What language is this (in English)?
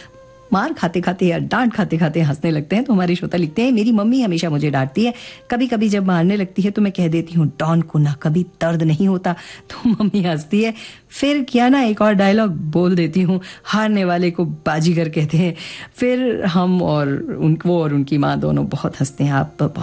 Hindi